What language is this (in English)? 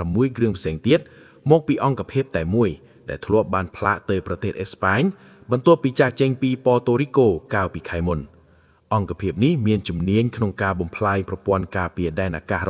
Khmer